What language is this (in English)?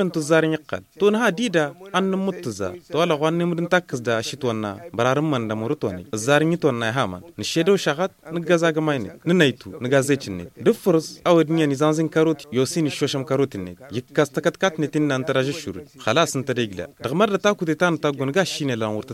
Tamasheq